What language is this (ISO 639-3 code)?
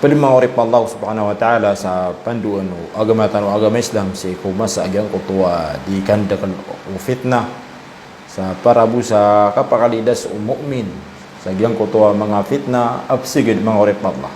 mrw